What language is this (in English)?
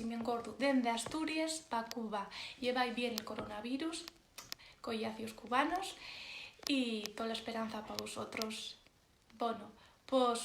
Asturian